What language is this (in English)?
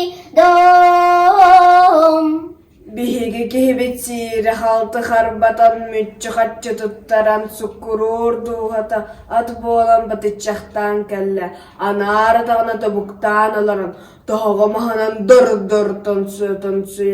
Yakut